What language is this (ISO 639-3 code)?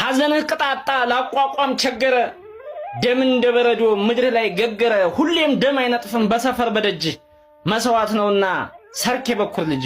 amh